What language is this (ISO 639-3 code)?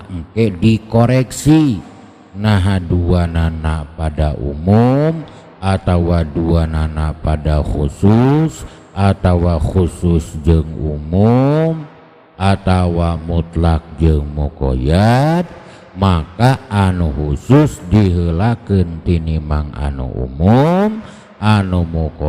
sun